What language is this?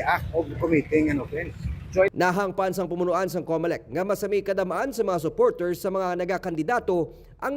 Hiligaynon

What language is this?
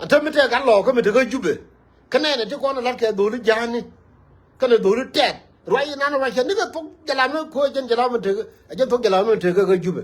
Nuer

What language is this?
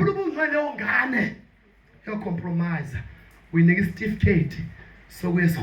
Zulu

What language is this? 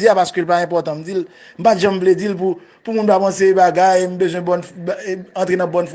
Haitian Creole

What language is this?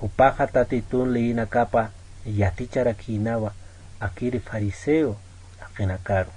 Aymara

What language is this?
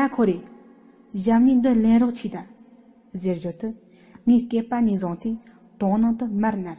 Tibetan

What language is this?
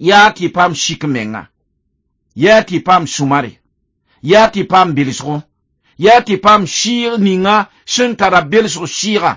Mossi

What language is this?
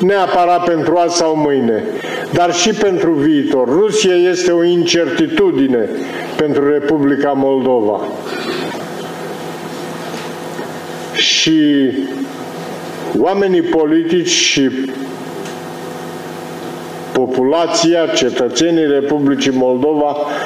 Romanian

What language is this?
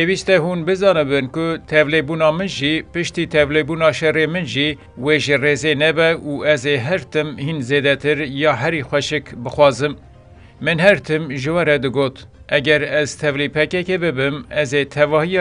Kurdish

